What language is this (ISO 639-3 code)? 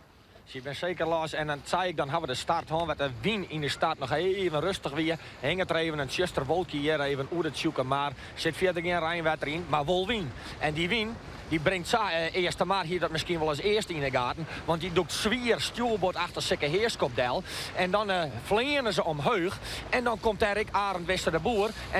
fry